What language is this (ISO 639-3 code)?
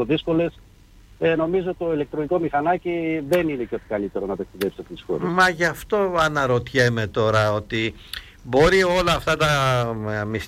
ell